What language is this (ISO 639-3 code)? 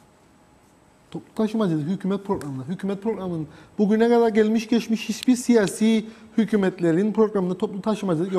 tur